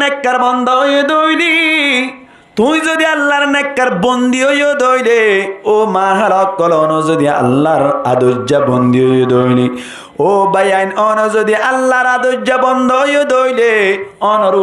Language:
Rohingya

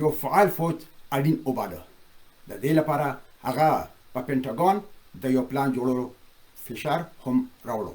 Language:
Pashto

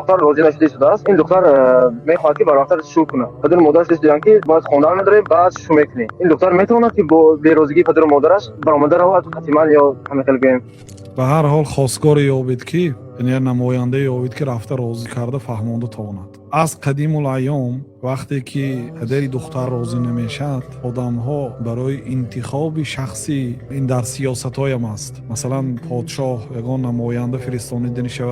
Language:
Tajik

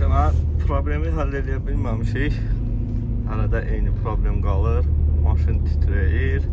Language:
Azerbaijani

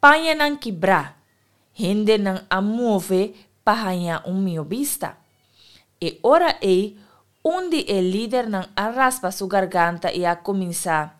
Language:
Papiamento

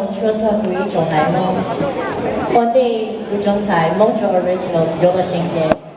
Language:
Hmong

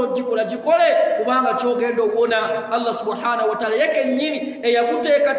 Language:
Ganda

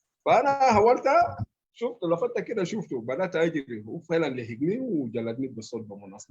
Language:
Sudanese Arabic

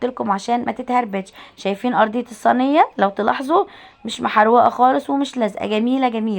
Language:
Egyptian Arabic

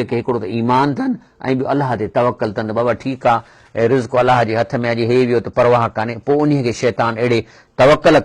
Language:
Sindhi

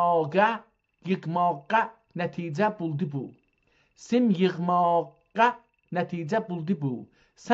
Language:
South Azerbaijani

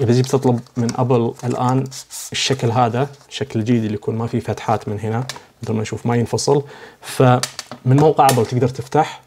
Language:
Najdi Arabic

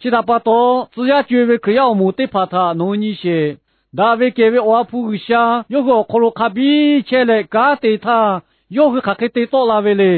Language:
Lahu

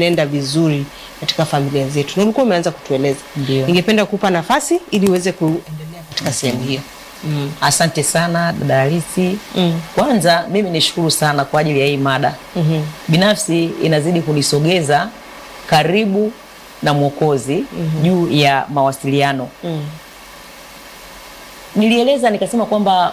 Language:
Swahili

